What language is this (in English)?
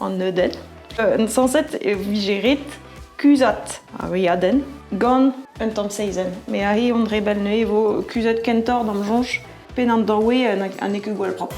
Breton